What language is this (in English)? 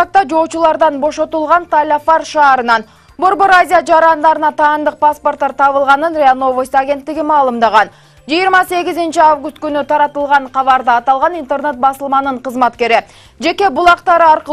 Kyrgyz